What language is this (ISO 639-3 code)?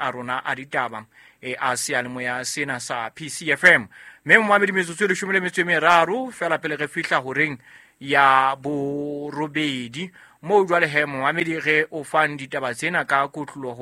sot